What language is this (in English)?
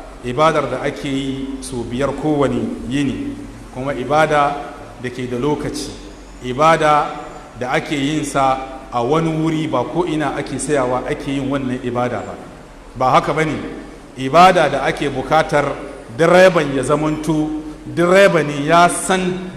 Hausa